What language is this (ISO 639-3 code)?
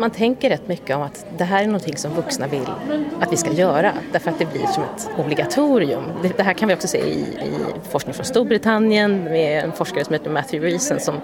swe